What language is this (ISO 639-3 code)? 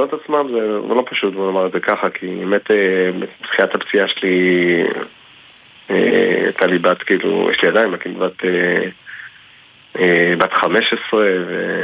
heb